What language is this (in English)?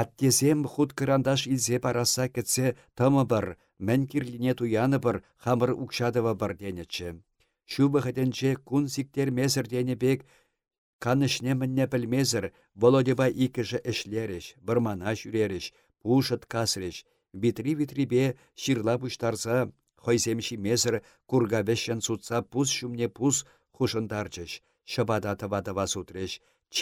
Chuvash